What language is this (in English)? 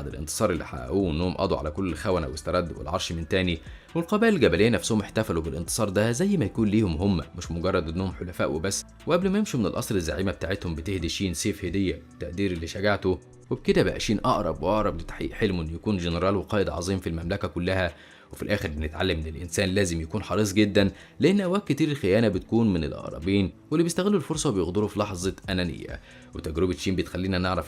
Egyptian Arabic